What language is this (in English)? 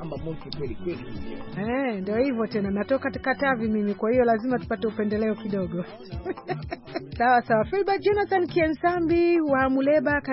Swahili